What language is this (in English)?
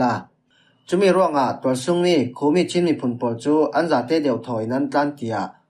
Falam Chin